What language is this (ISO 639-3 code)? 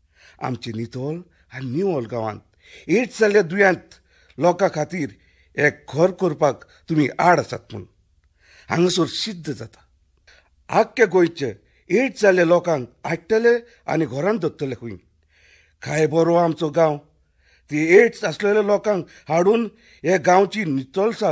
kok